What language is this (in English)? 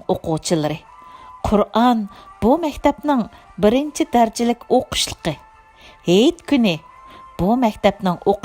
Uyghur